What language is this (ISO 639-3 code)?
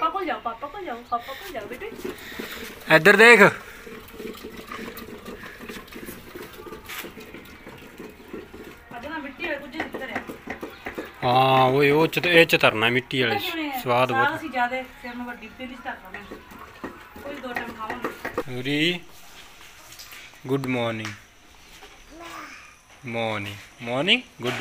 pan